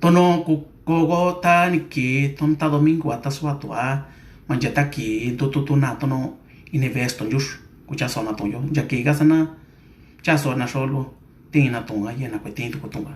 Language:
Mixtepec Mixtec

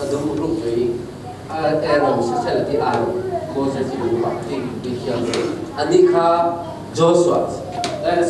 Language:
Falam Chin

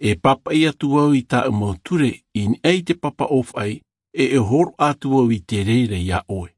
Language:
Tahitian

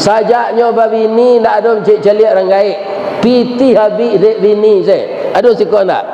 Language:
Minangkabau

